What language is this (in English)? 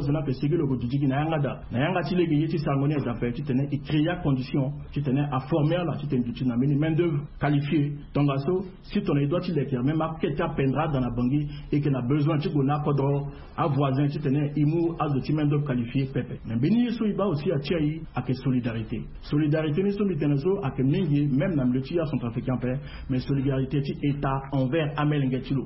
Sango